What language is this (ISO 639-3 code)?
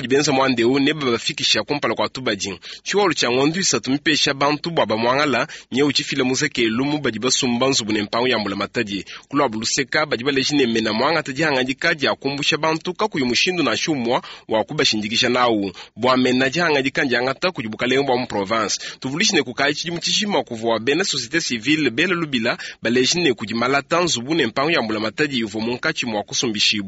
lua